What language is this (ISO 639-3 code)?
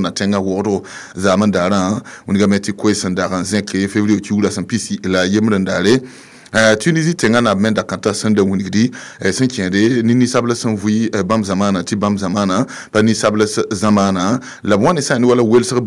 mos